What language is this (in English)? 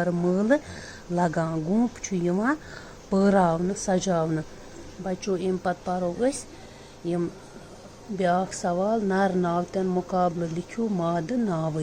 Kashmiri